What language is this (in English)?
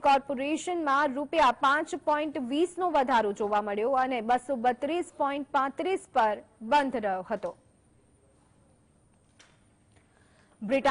Gujarati